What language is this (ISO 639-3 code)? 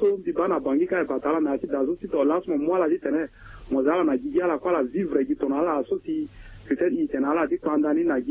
sag